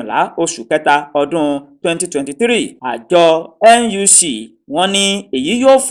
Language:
Yoruba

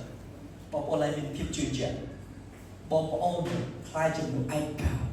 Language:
Khmer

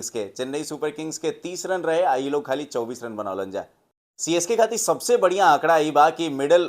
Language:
Bhojpuri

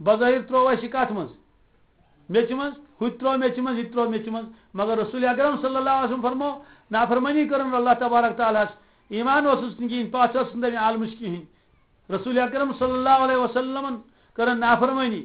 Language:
Kashmiri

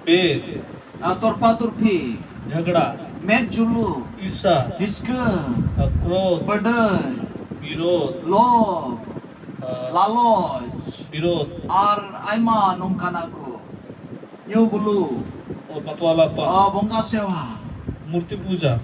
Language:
Santali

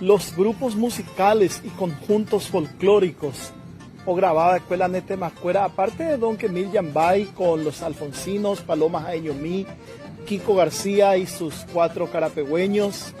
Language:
Guarani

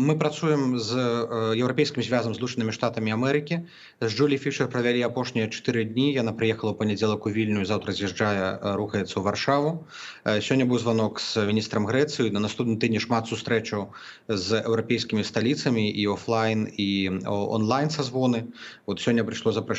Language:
Belarusian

